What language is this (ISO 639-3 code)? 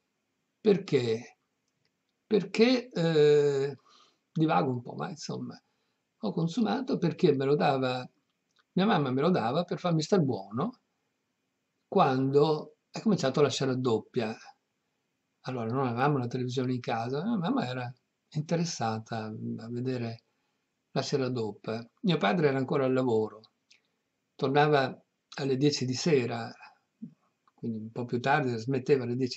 ita